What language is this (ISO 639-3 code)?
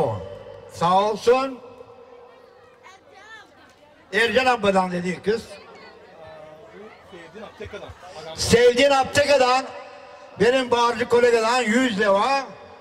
tur